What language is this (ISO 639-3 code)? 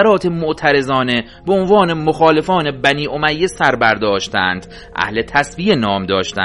fas